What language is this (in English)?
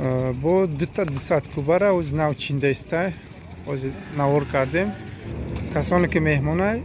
Tajik